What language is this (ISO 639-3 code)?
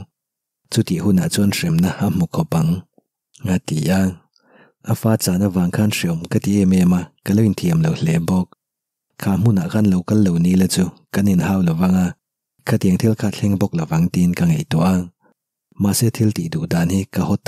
lus